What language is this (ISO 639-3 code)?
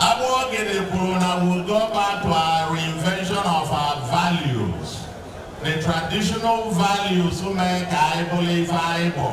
ibo